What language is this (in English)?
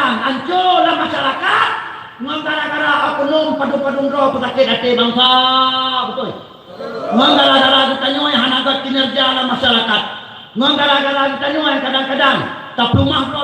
Achinese